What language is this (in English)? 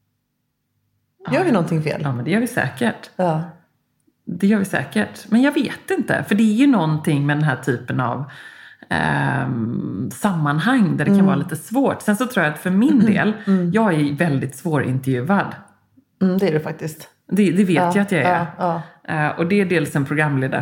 Swedish